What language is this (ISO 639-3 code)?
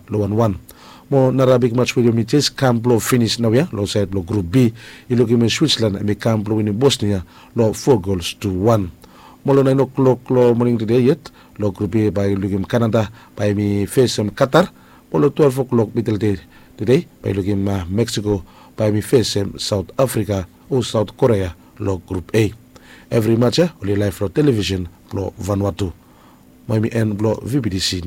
bis